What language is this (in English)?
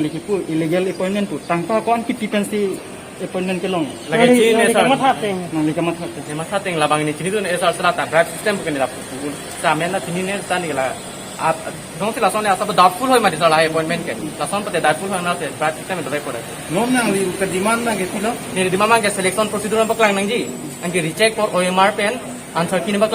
Karbi